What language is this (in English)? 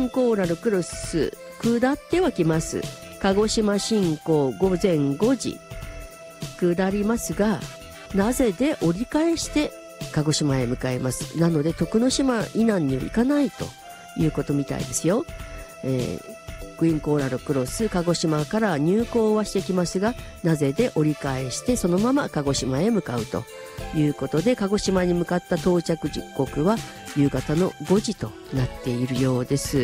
Japanese